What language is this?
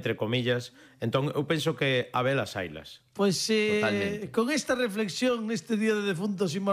Galician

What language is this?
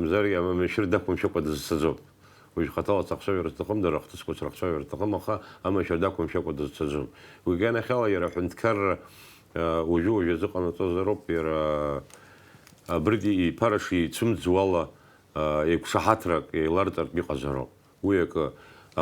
Abkhazian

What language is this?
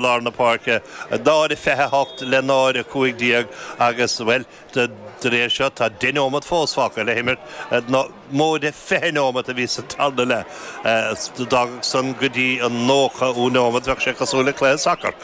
Irish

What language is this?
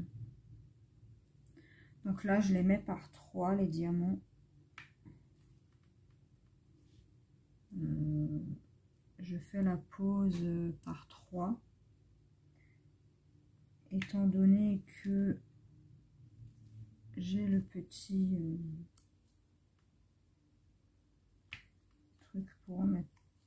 French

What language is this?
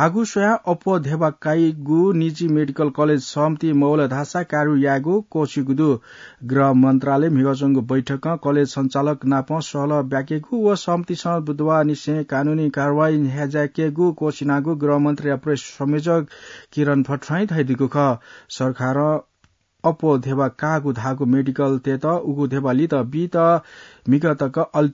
Newari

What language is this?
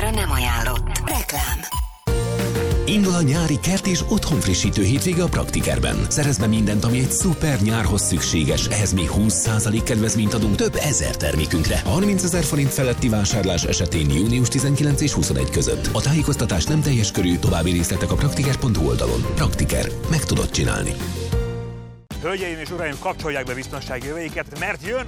Hungarian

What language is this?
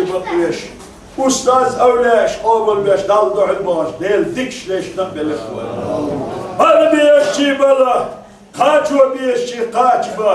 Chechen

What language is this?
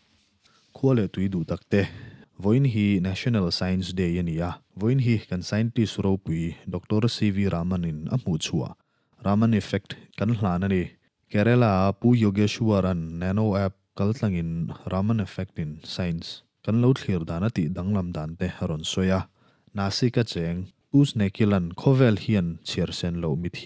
Mizo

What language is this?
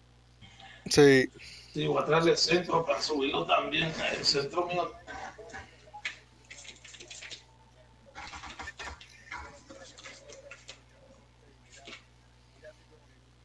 Spanish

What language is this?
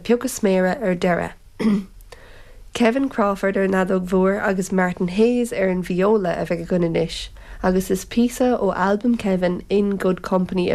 Irish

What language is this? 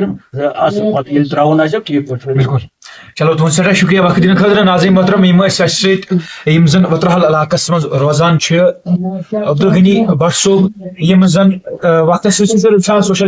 Kashmiri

